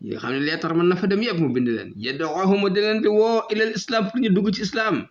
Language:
Wolof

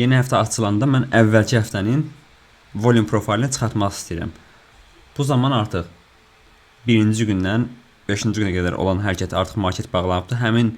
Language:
Azerbaijani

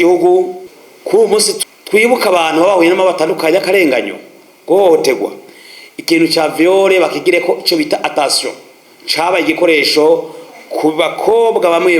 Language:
Rundi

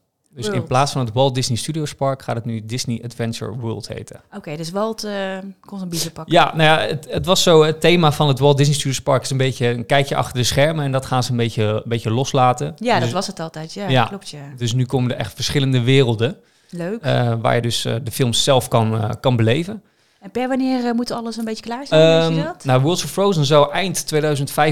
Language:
Dutch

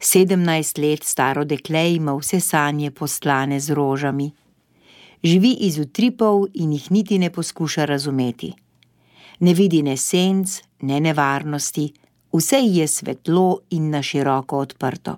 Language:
Slovenian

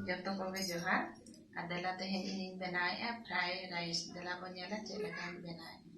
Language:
Santali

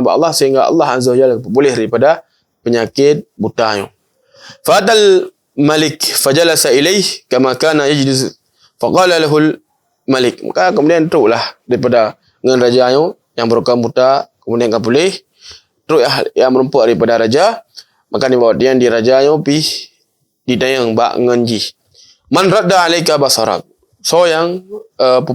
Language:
Achinese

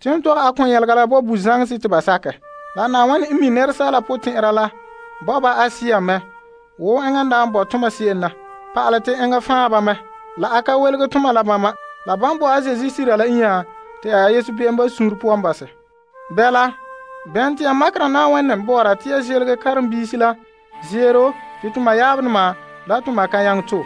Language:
Frafra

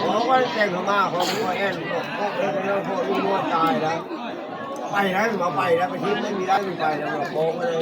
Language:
Northeastern Thai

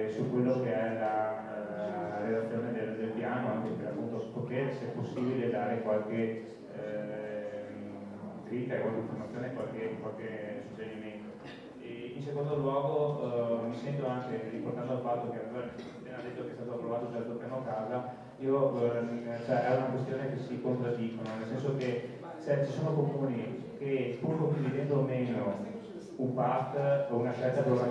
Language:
Italian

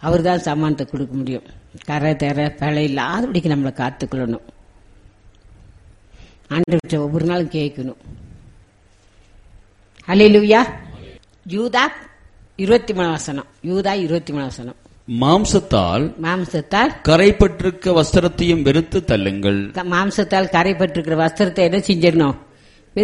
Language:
Tamil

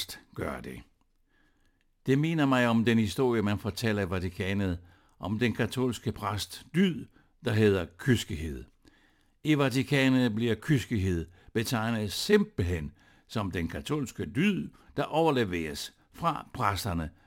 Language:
Danish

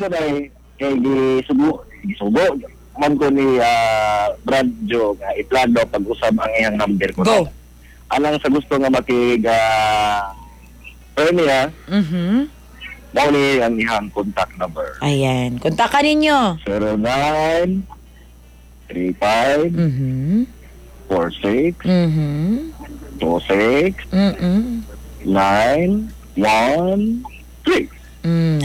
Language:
Cebuano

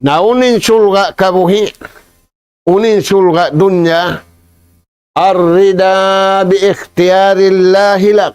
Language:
Tausug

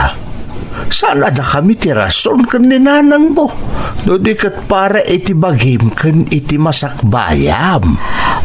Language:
Iloko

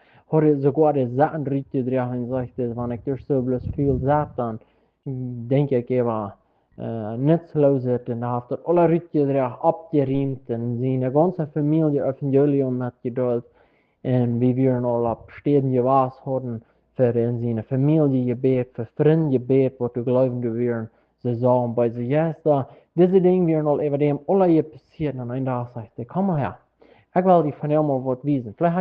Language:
Plautdietsch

